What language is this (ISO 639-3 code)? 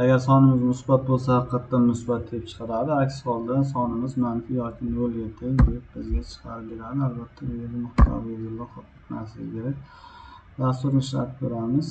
uzb